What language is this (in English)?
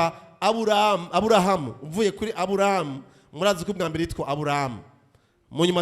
Rundi